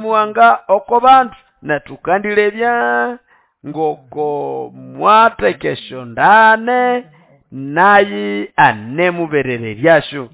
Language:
Nande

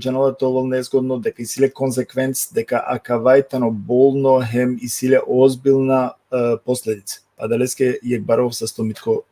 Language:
Balkan Romani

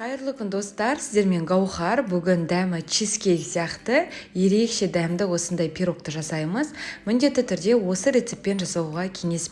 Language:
Kazakh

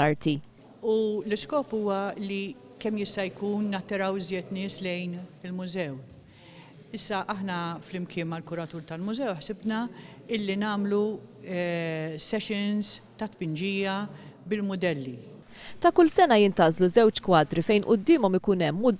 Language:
Maltese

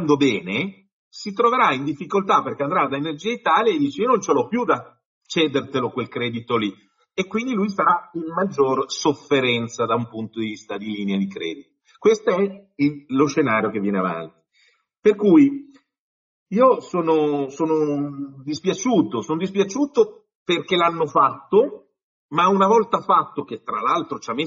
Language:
Italian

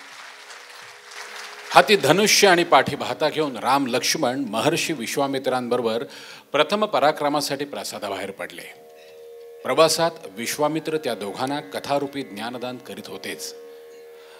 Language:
Marathi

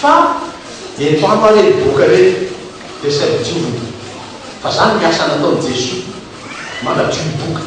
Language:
Malagasy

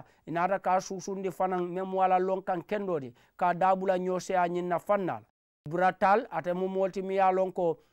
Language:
Mandingo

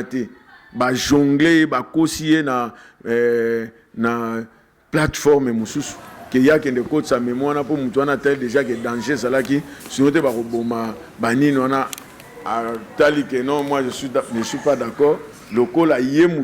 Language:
Lingala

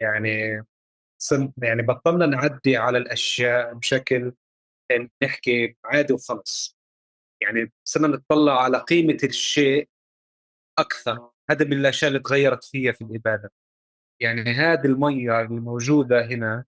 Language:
North Levantine Arabic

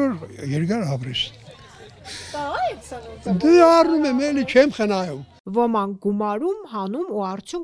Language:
Armenian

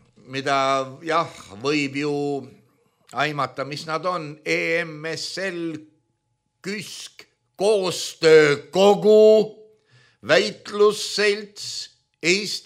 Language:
Estonian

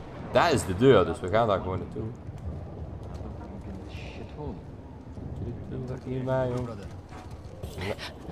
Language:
Dutch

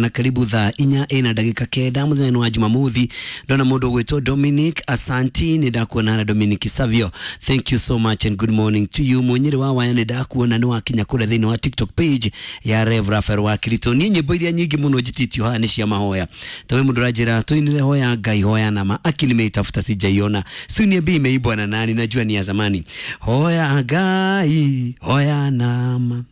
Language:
Kikuyu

